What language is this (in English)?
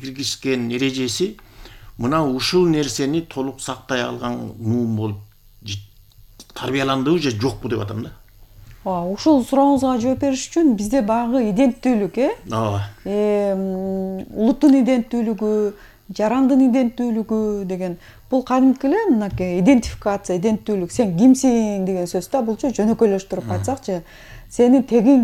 Kyrgyz